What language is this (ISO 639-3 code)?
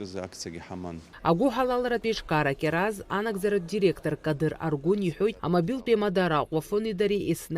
abk